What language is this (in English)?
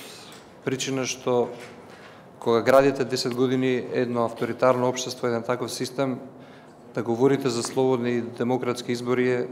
Macedonian